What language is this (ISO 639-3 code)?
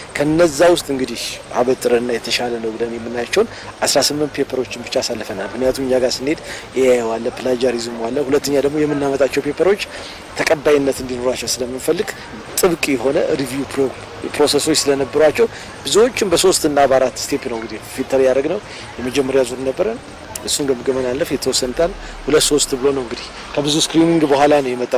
amh